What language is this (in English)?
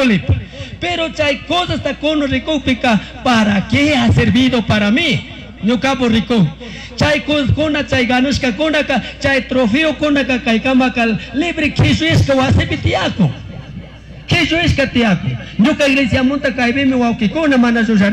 Chimborazo Highland Quichua